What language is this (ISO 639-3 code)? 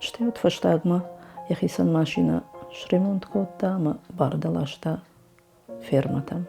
oss